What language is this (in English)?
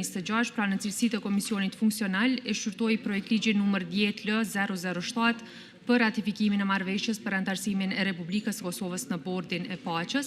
Albanian